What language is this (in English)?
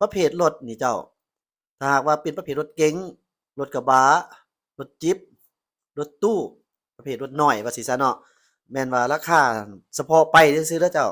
Lao